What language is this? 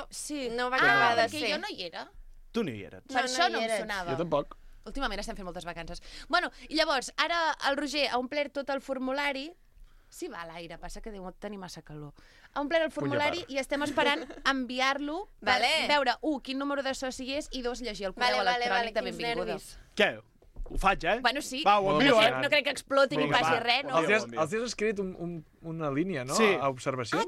Catalan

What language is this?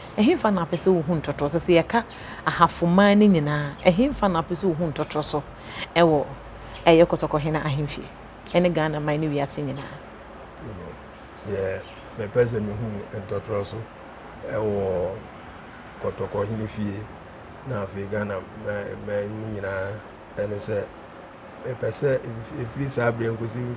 Akan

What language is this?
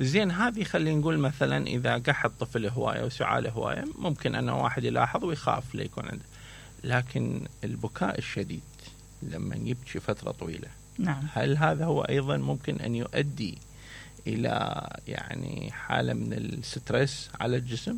Mesopotamian Arabic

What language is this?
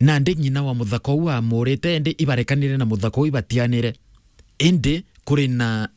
Meru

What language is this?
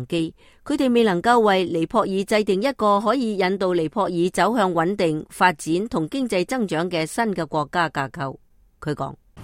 Cantonese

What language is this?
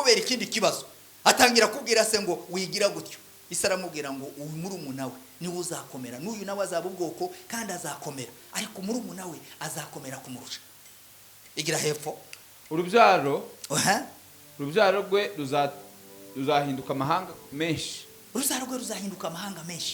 Kinyarwanda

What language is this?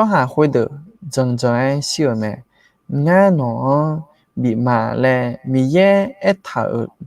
Akha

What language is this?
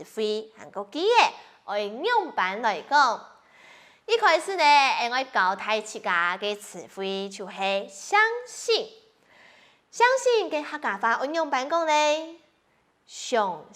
Hakka Chinese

